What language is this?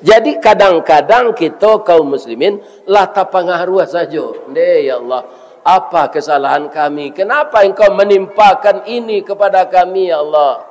Minangkabau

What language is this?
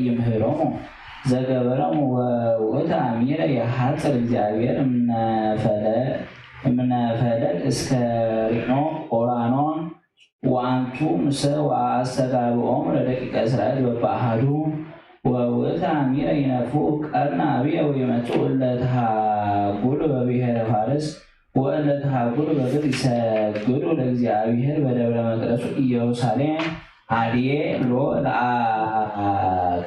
Geez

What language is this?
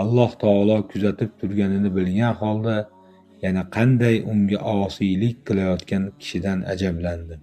Uzbek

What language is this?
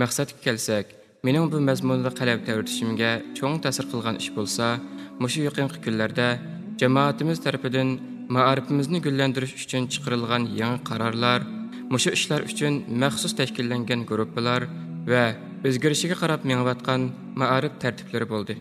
Uyghur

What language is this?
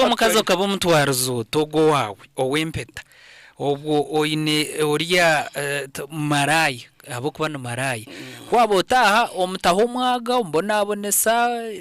Nyankole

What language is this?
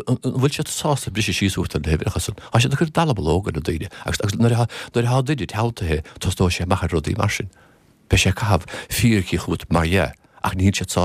Irish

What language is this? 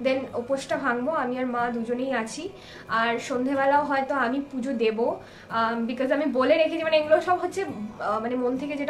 Bangla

